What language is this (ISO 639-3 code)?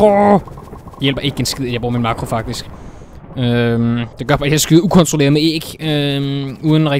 dan